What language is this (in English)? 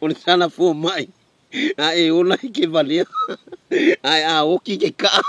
Samoan